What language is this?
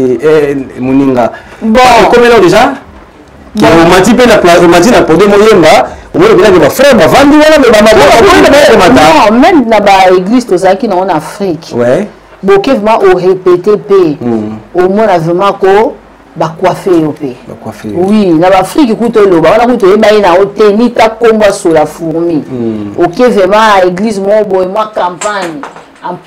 Lingala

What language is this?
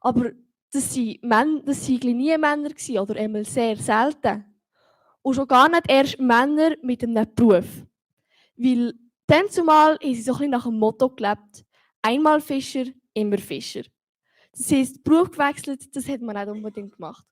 Swiss German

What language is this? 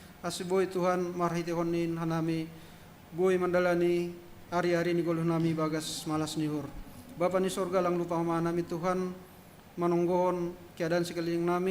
Batak Simalungun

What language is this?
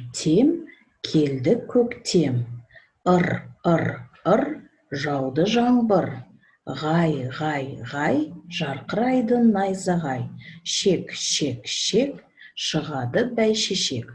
Kazakh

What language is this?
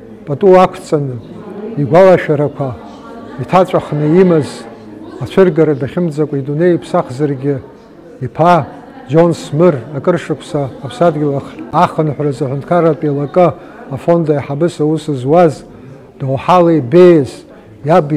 Abkhazian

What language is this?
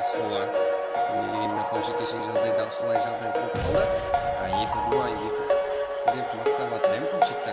Kara-Kalpak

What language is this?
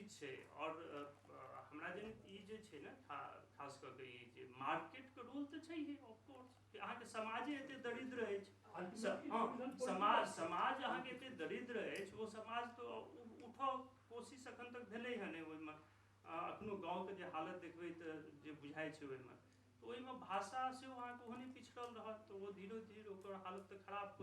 Maithili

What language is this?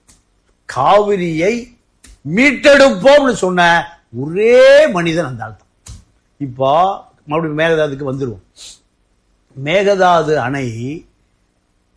Tamil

